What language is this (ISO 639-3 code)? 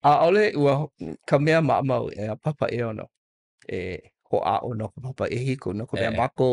haw